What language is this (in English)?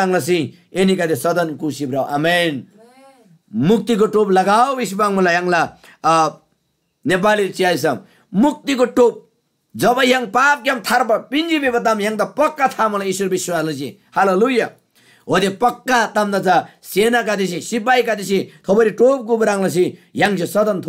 Eastern Tamang